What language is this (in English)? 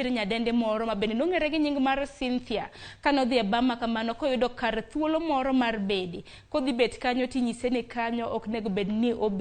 Luo (Kenya and Tanzania)